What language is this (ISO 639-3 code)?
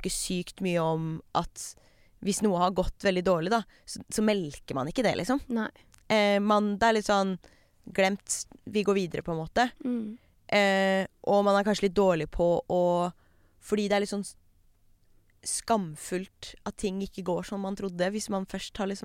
nor